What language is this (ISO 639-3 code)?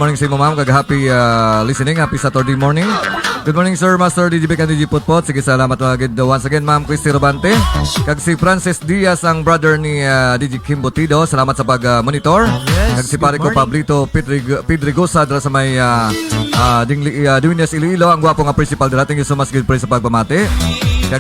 hil